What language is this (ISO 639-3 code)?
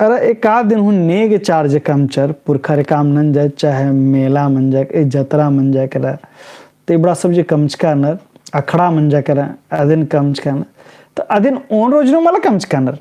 kru